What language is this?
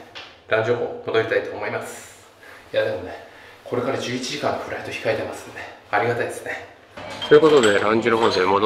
Japanese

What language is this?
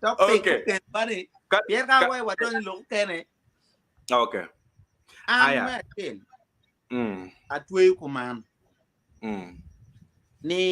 Acoli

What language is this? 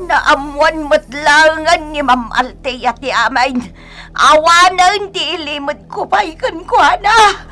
Iloko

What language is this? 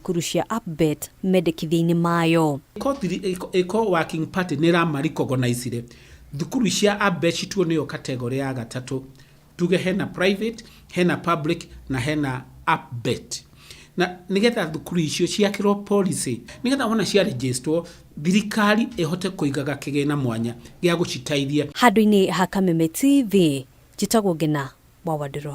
Kikuyu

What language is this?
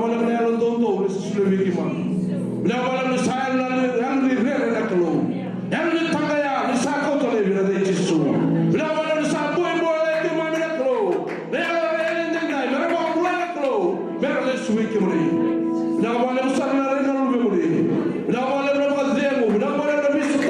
Fijian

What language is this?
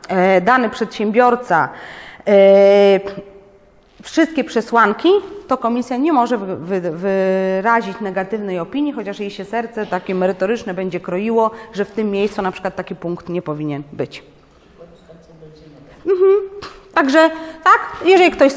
Polish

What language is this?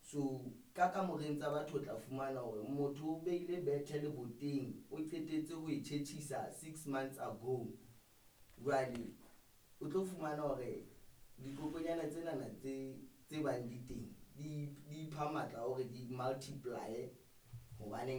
Southern Sotho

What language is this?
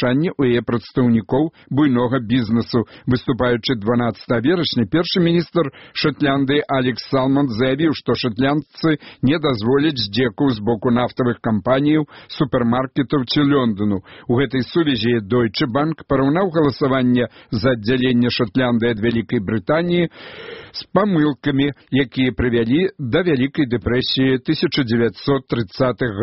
Belarusian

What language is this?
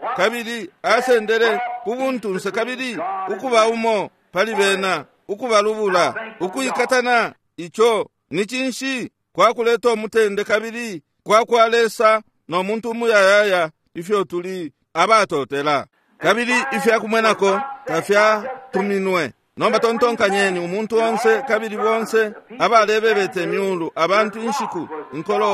Bemba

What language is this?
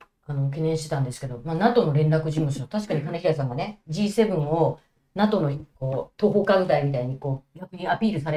Japanese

